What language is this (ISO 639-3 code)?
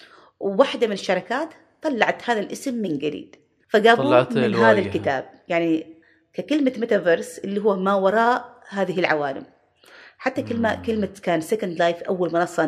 afb